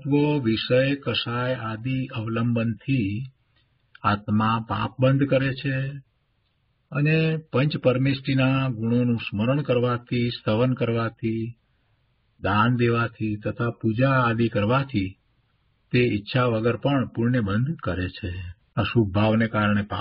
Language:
Gujarati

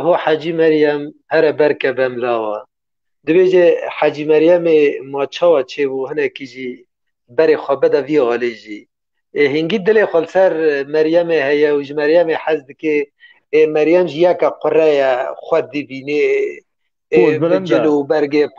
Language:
Kurdish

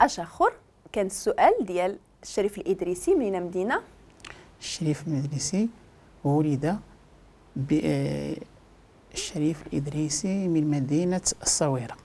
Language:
Moroccan Arabic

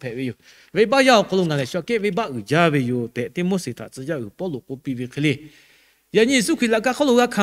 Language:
Lahu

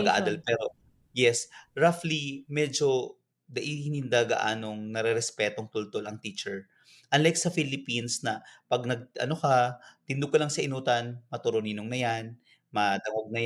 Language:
Bikol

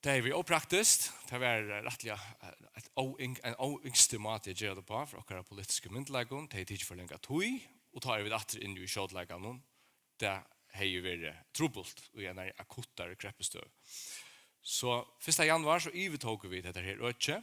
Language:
Faroese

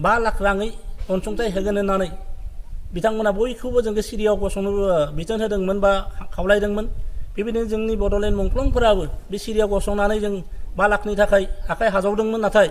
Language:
Bodo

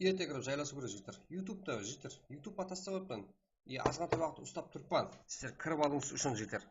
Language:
Kara-Kalpak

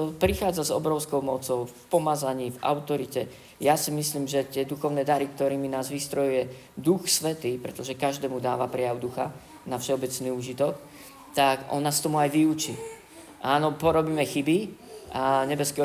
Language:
Slovak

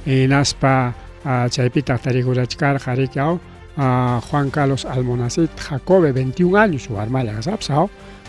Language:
Ayacucho Quechua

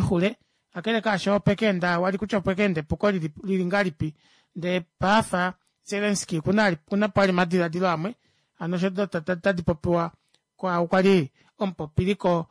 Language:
Kuanyama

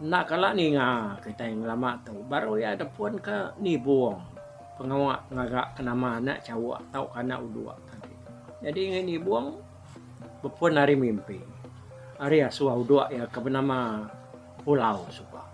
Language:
Iban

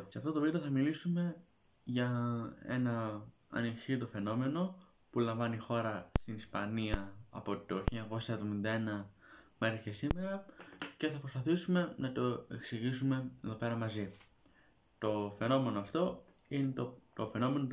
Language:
Greek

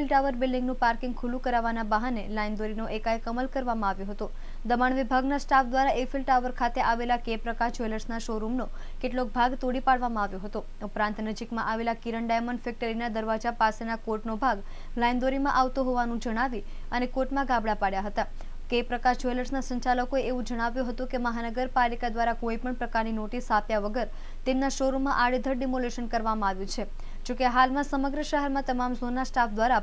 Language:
Gujarati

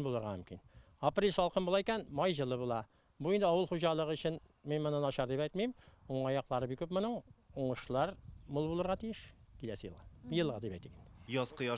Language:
Tatar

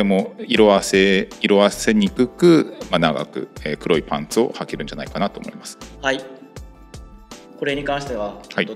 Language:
Japanese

